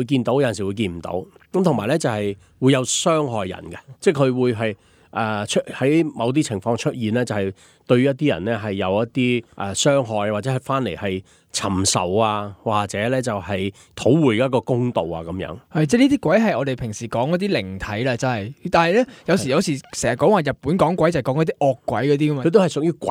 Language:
Cantonese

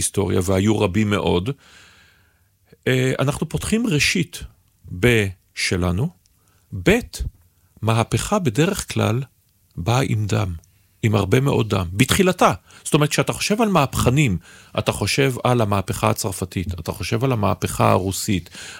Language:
Hebrew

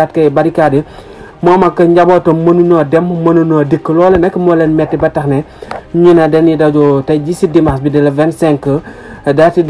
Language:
Wolof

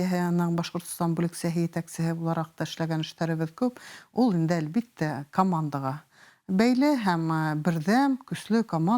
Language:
Bashkir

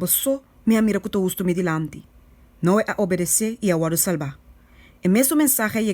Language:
Papiamento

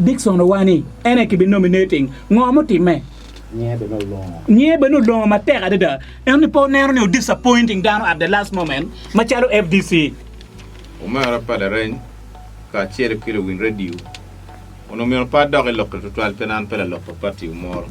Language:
Acoli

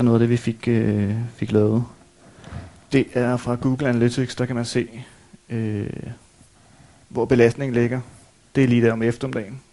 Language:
Danish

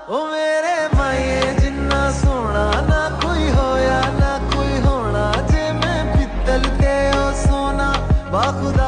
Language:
Punjabi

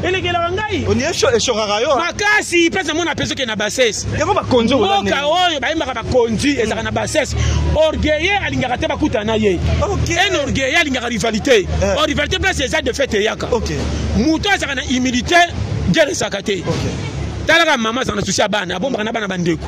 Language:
Lingala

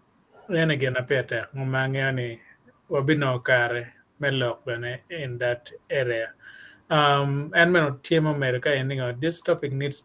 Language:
Acoli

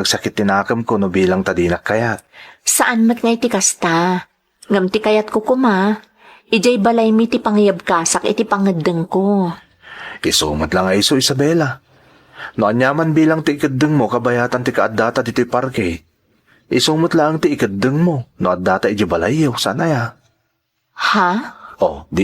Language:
Iloko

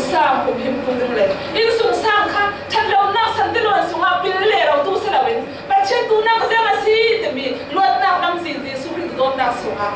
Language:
Falam Chin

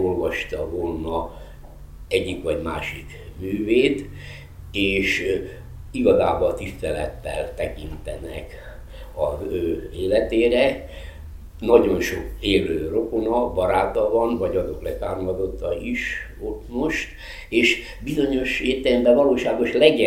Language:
Hungarian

